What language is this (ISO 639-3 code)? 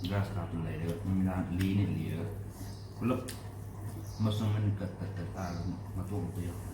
mni